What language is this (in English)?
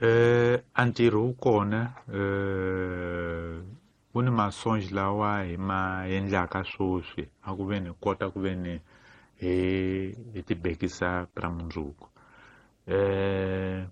Tsonga